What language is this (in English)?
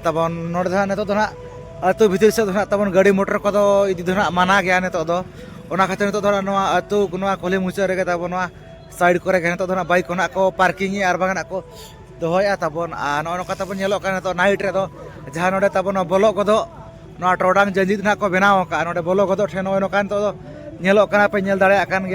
Santali